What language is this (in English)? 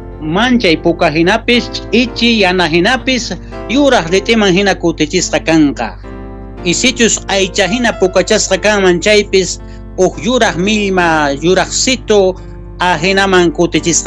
South Bolivian Quechua